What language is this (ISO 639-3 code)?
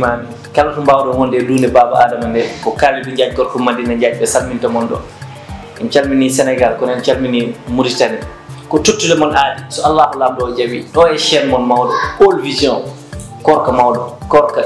ful